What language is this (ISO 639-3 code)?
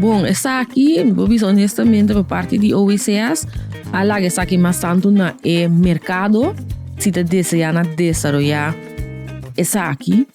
pap